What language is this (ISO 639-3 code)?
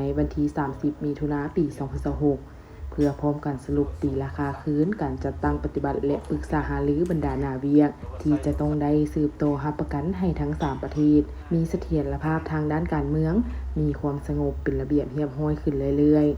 lao